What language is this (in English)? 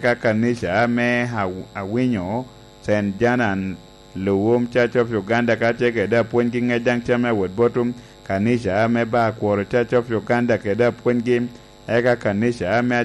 Lango (Uganda)